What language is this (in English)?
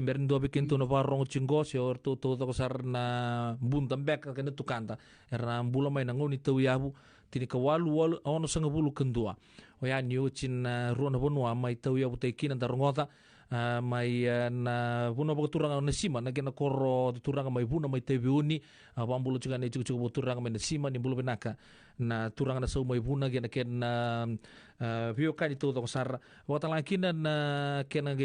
Fijian